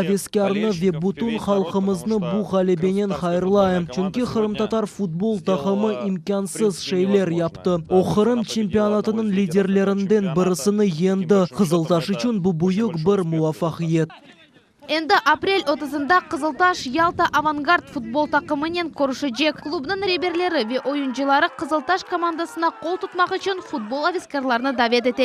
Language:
Crimean Tatar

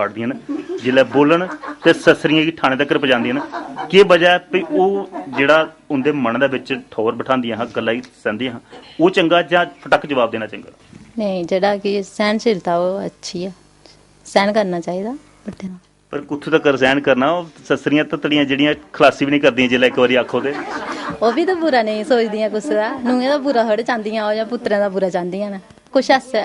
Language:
Dogri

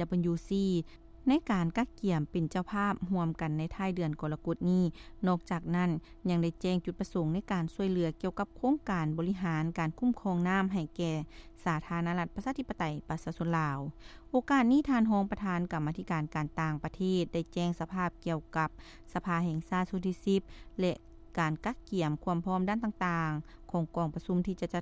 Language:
Lao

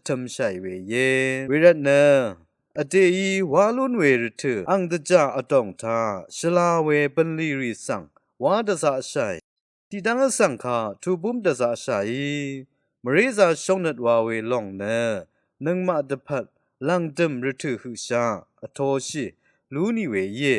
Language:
Rawang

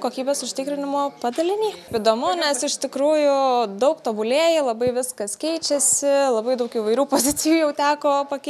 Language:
Lithuanian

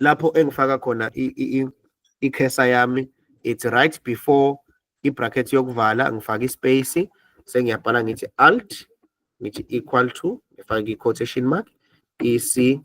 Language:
Zulu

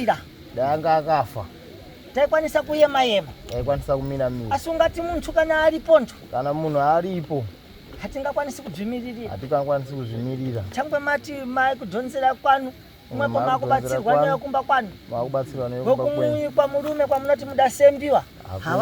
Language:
Shona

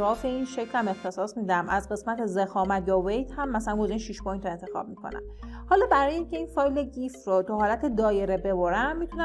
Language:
Persian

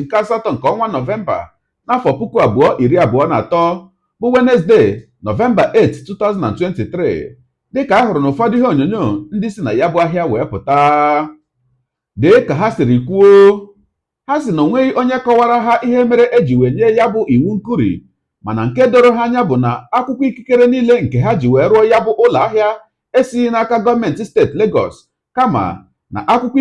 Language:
Igbo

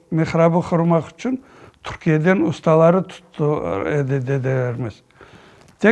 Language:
Crimean Tatar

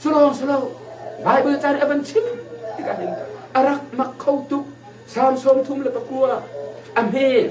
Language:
Hakha Chin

